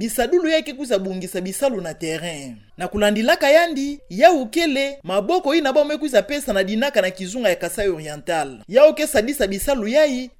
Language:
Kituba (Democratic Republic of Congo)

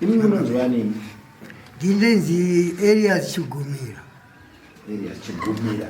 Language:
Shona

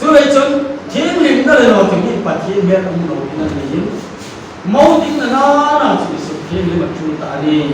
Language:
Hmar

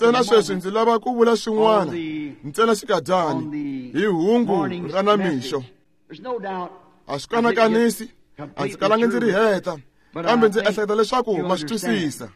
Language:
Tsonga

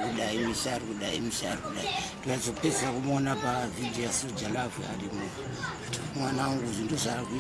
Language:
Shona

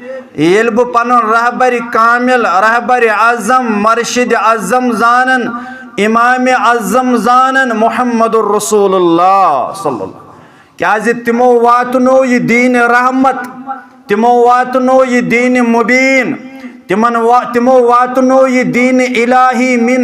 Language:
Kashmiri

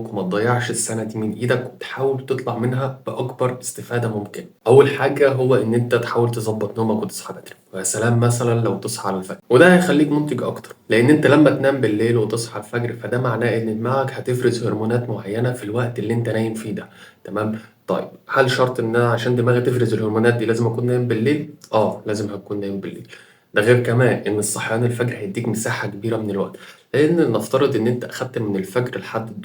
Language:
Egyptian Arabic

